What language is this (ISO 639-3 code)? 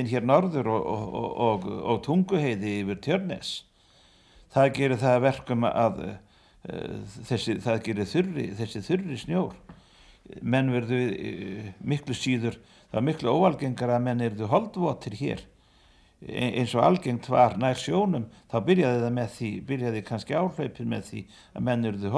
isl